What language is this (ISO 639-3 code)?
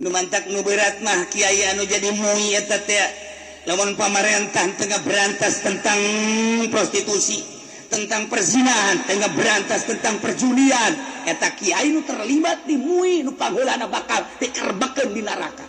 sun